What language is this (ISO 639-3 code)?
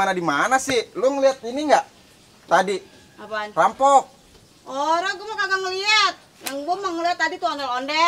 bew